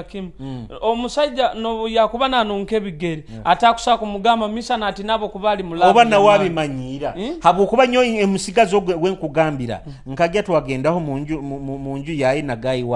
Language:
Nyoro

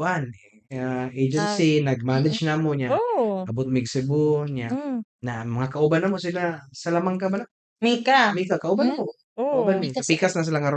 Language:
Cebuano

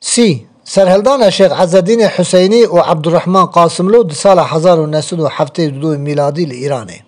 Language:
Kurdish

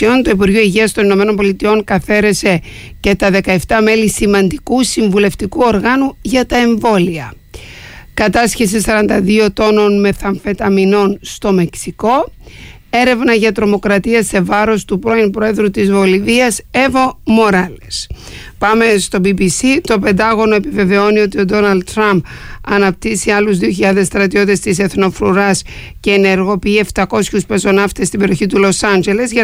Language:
Greek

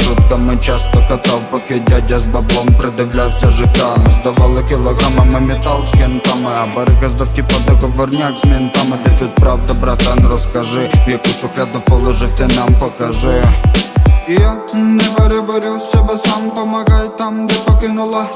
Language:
Ukrainian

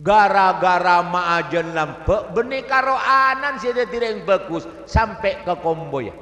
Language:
Madurese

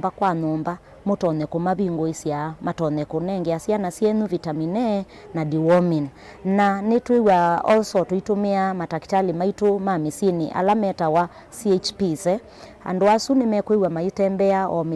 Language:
Kamba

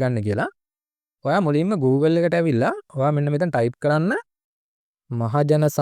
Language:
Sinhala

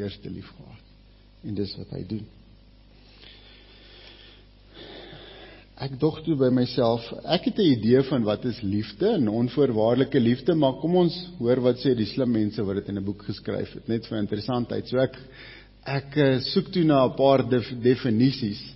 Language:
Afrikaans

